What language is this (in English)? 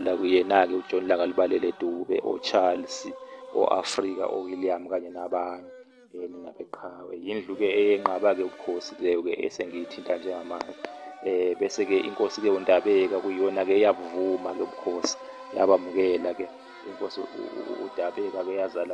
Zulu